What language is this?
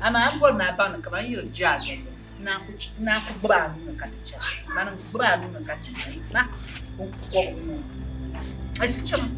Dagbani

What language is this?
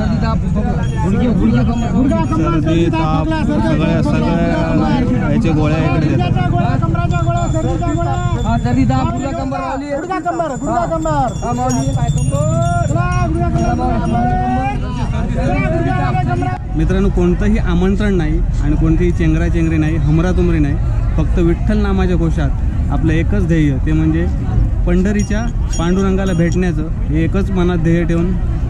Marathi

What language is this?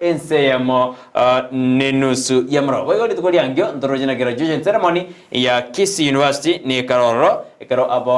Gusii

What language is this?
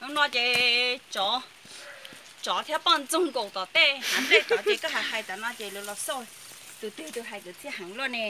Hmong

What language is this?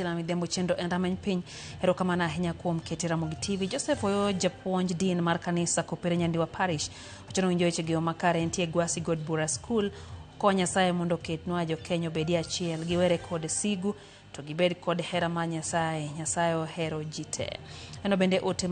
Luo (Kenya and Tanzania)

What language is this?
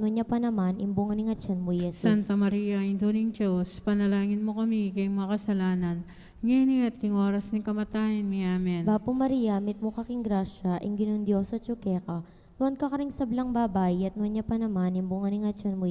Pampanga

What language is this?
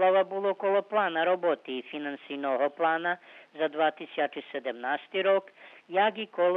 Rusyn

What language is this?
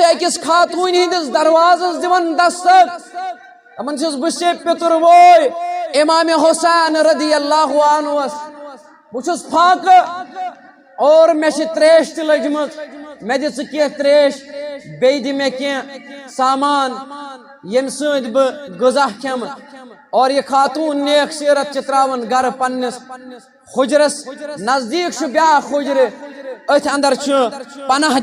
Kashmiri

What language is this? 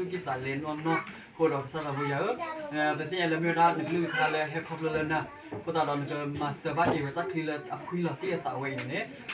S'gaw Karen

